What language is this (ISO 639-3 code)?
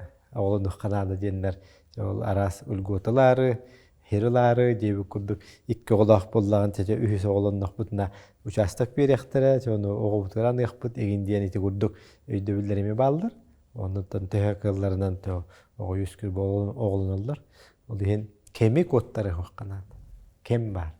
sah